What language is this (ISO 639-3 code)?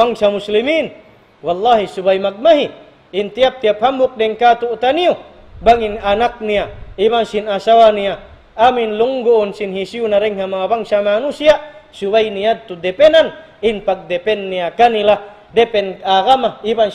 tsg